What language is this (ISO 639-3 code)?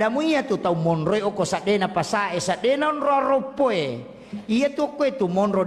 bug